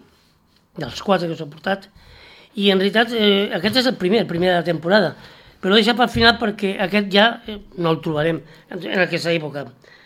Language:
Catalan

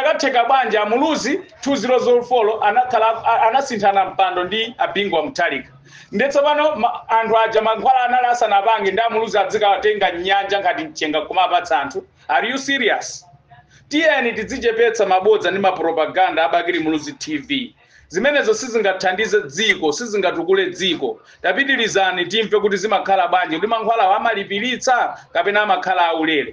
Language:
Nyanja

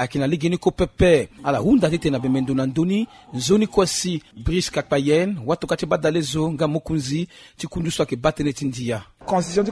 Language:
Sango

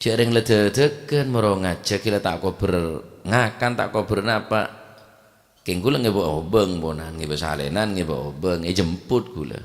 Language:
Madurese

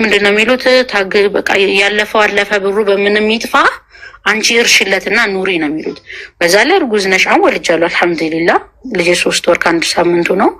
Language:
Amharic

